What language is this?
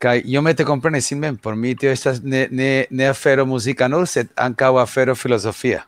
Esperanto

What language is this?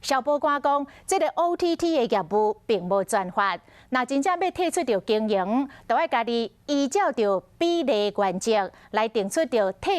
Min Nan Chinese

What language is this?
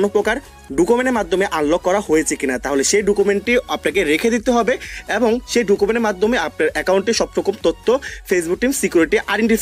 Bangla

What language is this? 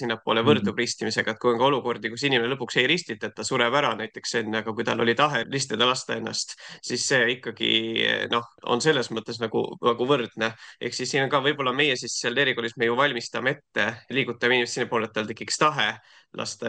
Estonian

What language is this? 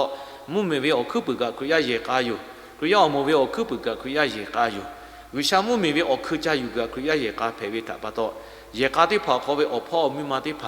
Lahu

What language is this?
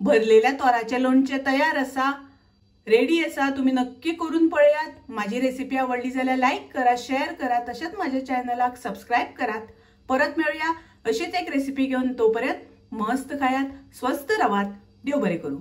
Konkani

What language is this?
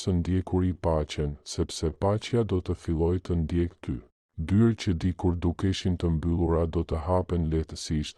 Albanian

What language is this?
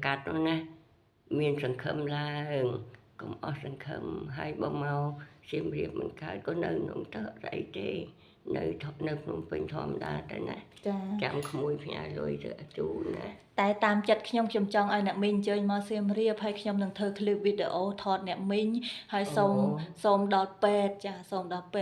Khmer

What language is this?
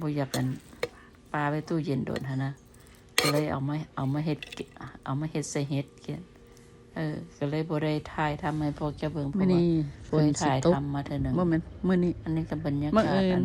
Lao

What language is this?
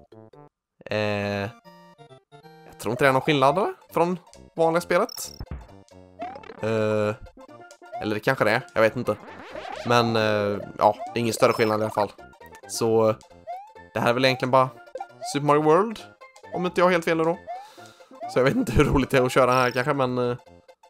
Swedish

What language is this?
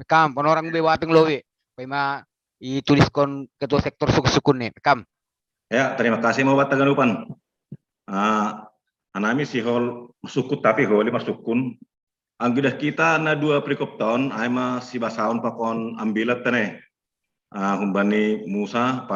Batak Simalungun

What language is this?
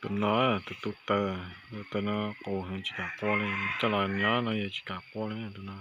Hmong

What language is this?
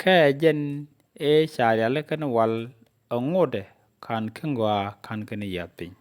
Nuer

